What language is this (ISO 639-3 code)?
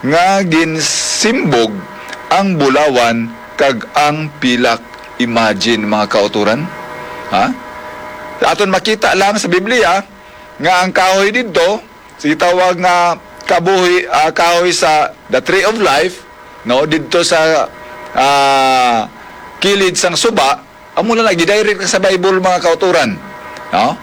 hil